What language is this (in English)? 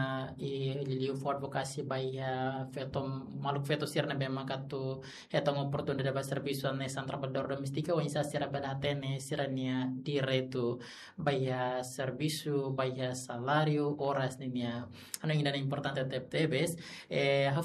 Tetum